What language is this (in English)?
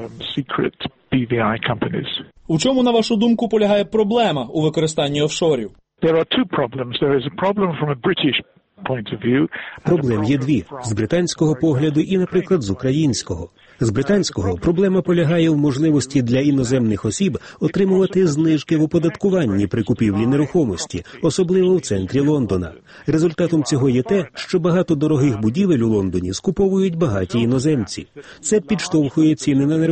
Ukrainian